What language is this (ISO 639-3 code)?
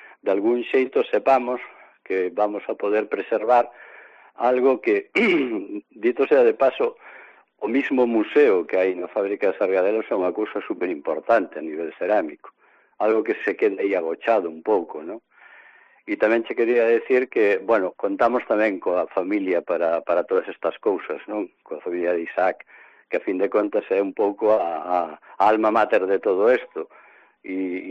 glg